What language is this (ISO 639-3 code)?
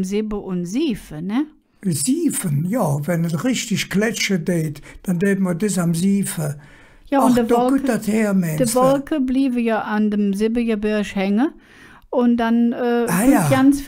ksh